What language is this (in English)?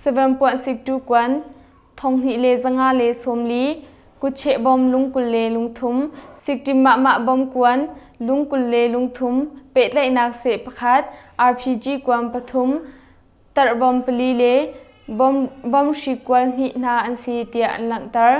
Hakha Chin